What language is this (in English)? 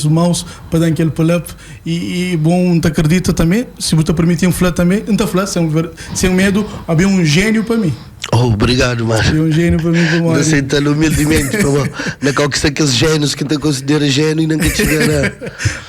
Kabuverdianu